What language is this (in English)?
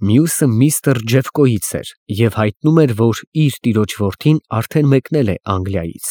Armenian